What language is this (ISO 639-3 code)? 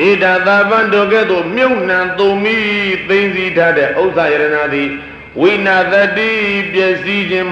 mya